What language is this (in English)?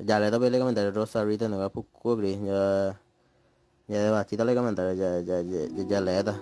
Guarani